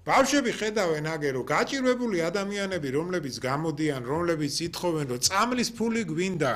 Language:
Georgian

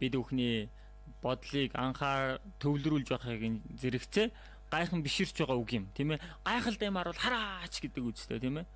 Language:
Mongolian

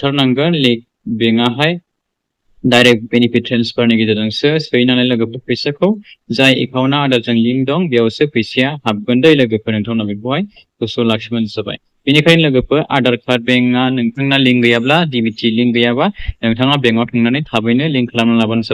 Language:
Bodo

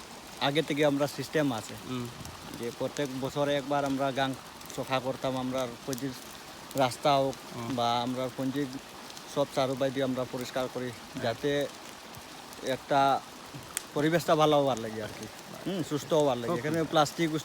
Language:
Sylheti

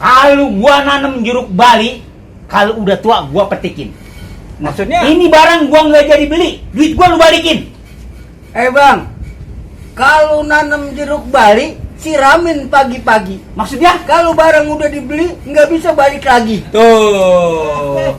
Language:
Betawi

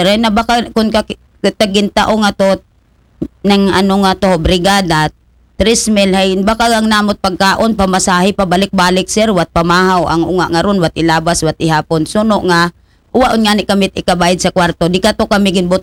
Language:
Aklanon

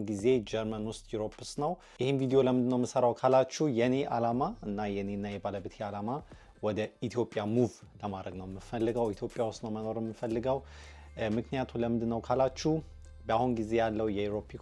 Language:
Amharic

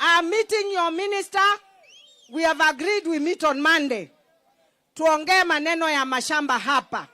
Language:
Kamba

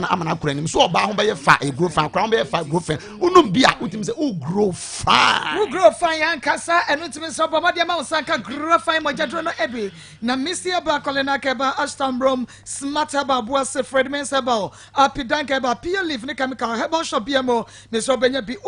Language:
Akan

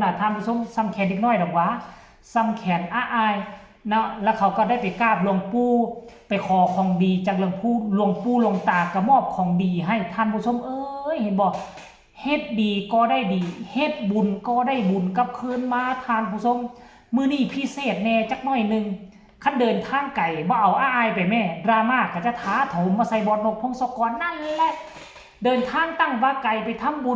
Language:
Northeastern Thai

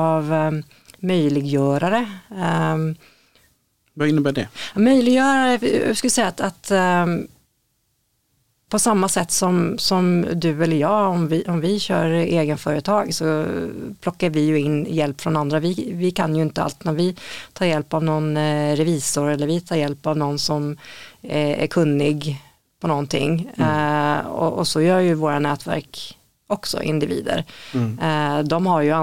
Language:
Swedish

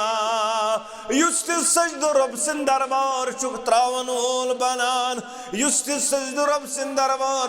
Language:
Kashmiri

